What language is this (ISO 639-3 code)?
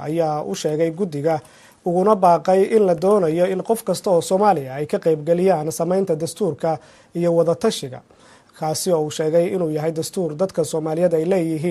som